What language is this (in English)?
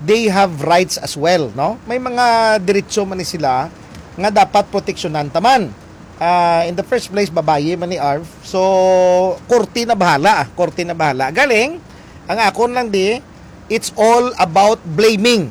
Hiligaynon